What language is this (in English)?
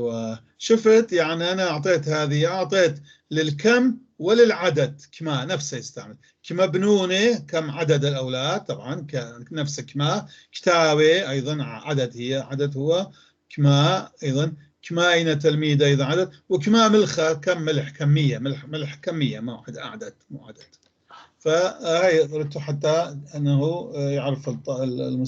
North Levantine Arabic